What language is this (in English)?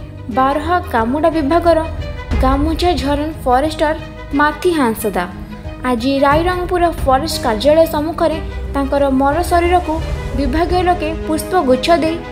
Odia